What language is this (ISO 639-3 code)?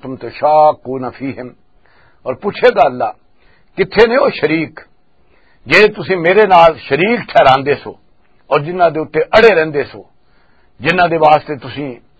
lah